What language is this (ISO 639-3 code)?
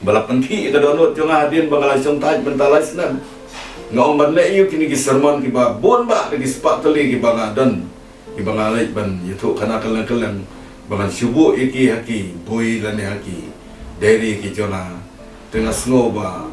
kha